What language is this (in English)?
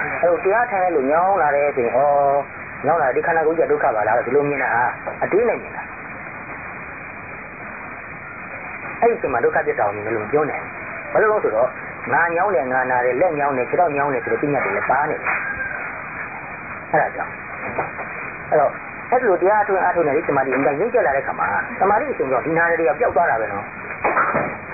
Burmese